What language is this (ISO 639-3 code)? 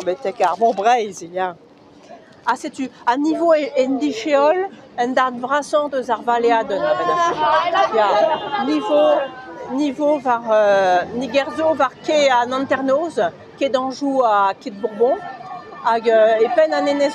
bre